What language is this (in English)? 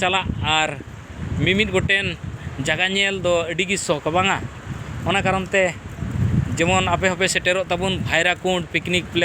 Santali